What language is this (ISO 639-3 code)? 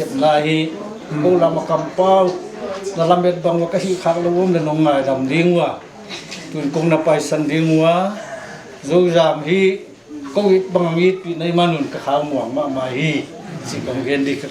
pck